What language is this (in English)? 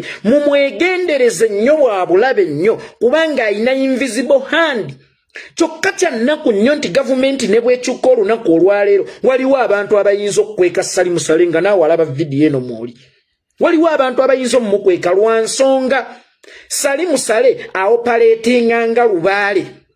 Ganda